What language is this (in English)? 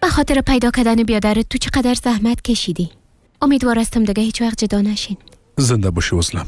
Persian